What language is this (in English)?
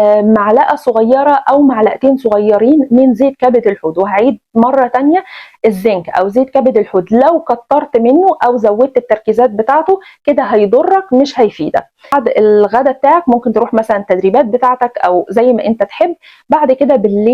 Egyptian Arabic